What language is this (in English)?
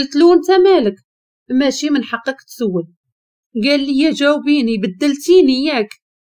Moroccan Arabic